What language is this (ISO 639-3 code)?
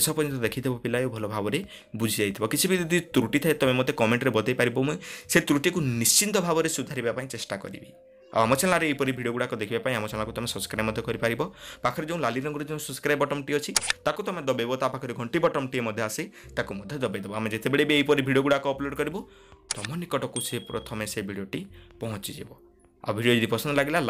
ori